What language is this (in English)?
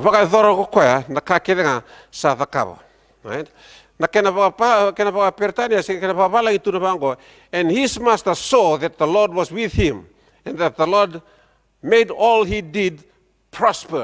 Fijian